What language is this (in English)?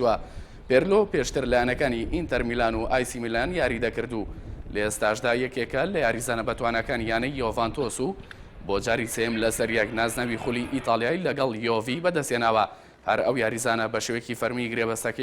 Central Kurdish